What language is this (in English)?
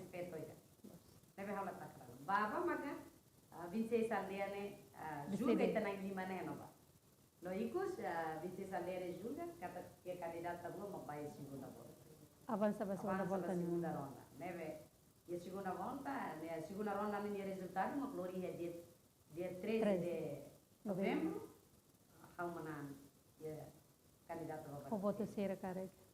Tetum